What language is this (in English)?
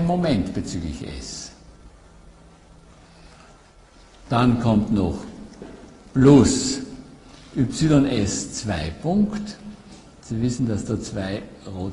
German